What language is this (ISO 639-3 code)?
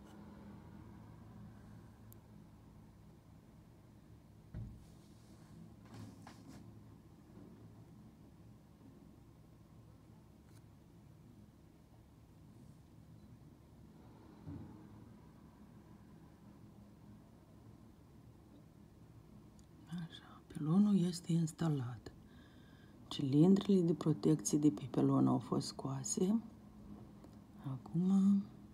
ron